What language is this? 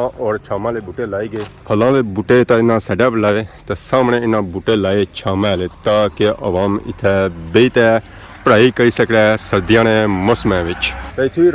Pahari-Potwari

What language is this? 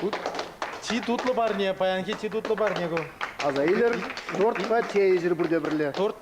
Chuvash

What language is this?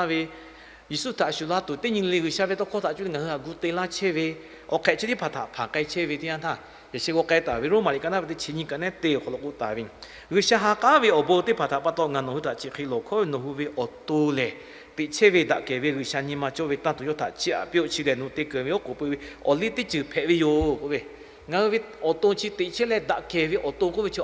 Lahu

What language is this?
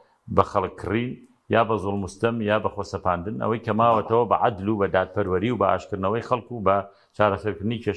Central Kurdish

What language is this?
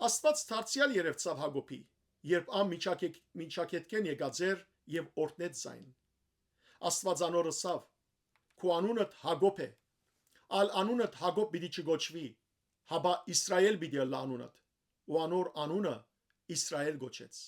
Western Armenian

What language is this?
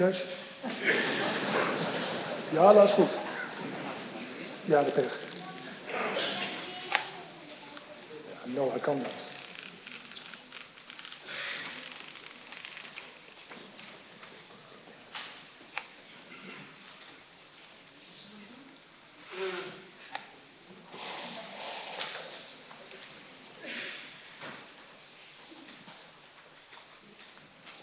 Dutch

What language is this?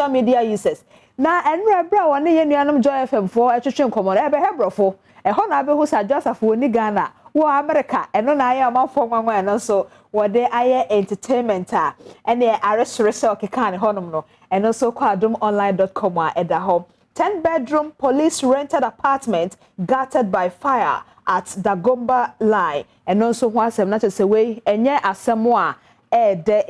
Akan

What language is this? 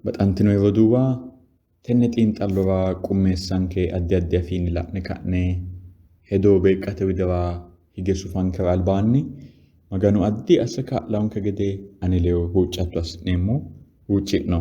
Sidamo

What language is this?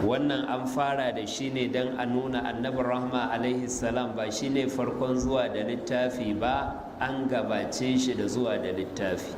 Hausa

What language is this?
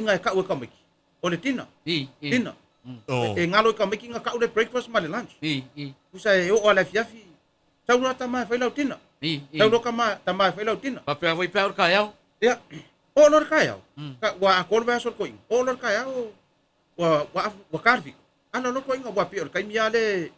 Samoan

